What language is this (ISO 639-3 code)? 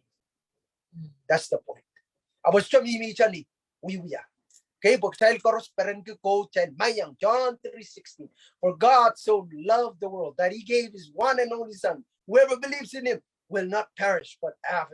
pon